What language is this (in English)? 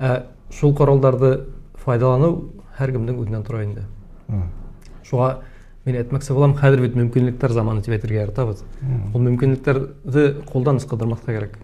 Bashkir